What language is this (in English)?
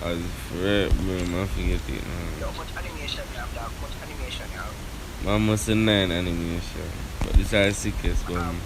Jamaican Creole English